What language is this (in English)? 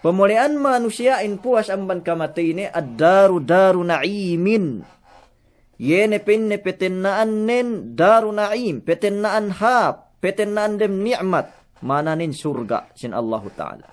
Yakan